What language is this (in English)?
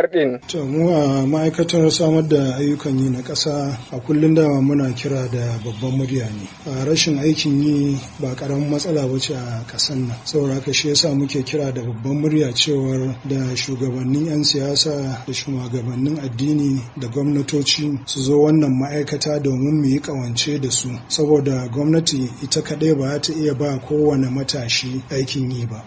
Hausa